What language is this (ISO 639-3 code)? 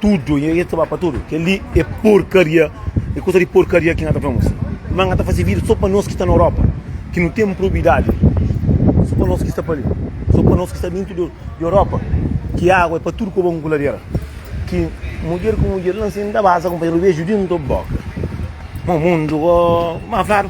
kea